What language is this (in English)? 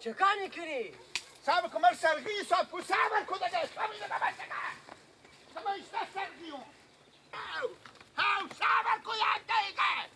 Persian